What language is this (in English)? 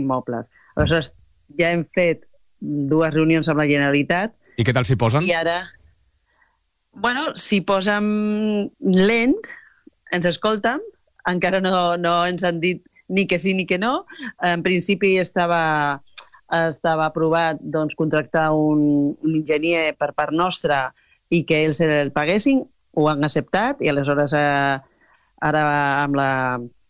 Catalan